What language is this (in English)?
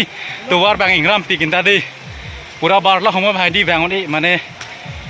Karbi